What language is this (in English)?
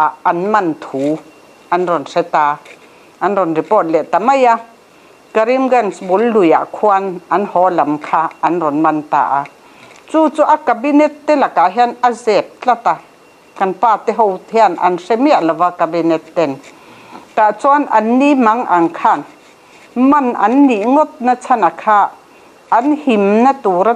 Mizo